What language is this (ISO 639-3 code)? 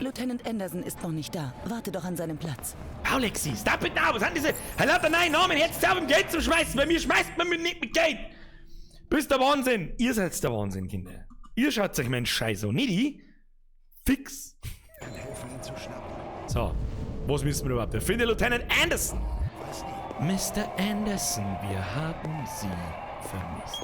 bar